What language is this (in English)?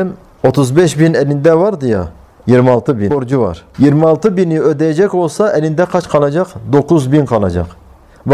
Turkish